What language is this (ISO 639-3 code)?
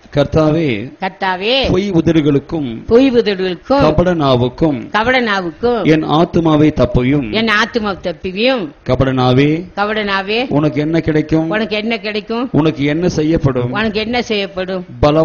tam